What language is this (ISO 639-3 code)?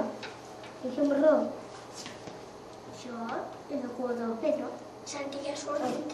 cat